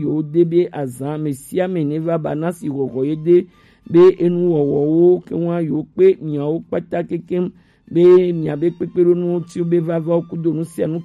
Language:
Gen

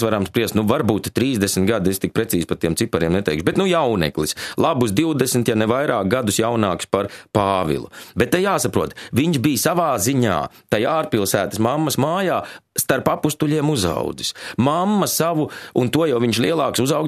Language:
Latvian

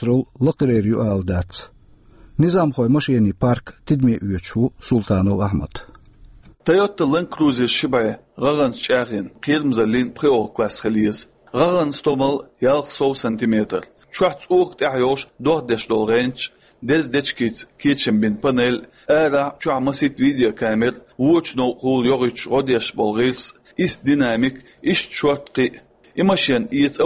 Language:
Chechen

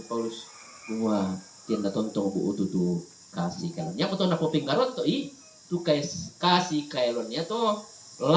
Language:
Toraja-Sa'dan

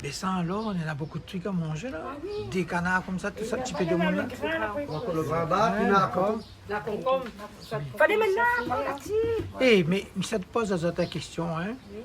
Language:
Réunion Creole French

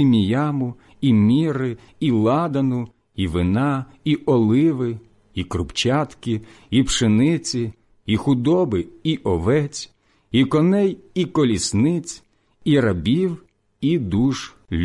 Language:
Ukrainian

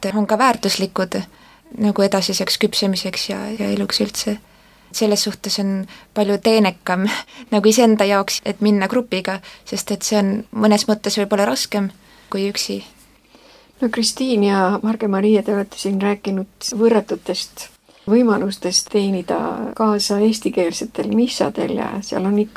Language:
Estonian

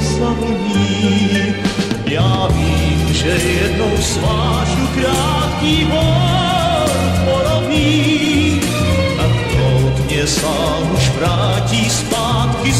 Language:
Czech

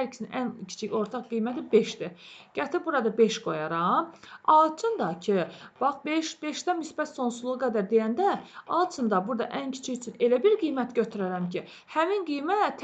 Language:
Azerbaijani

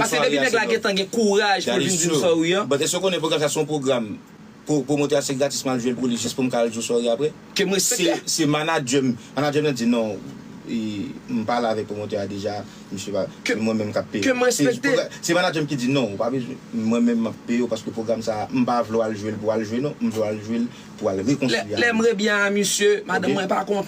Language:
Haitian Creole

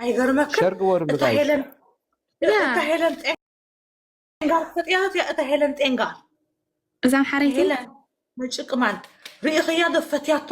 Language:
Tigrinya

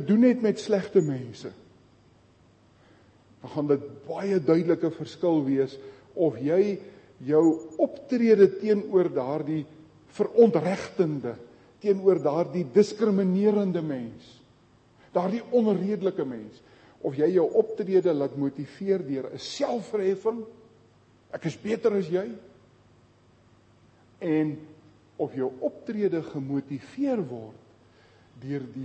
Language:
Afrikaans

